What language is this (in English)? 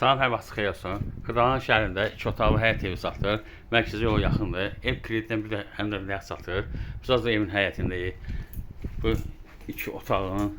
Azerbaijani